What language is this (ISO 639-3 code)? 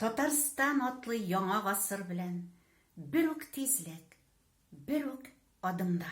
tat